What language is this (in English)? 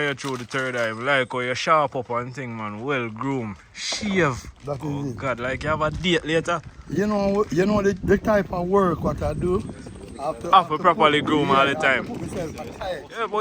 Jamaican Creole English